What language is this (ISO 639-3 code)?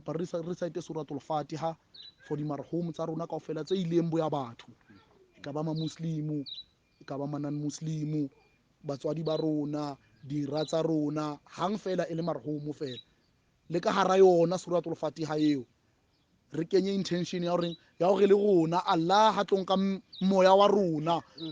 sot